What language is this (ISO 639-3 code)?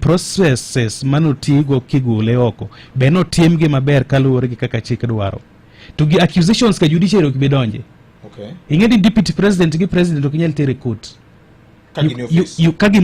luo